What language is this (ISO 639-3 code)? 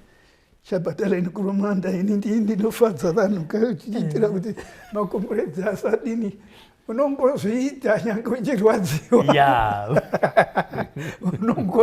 sna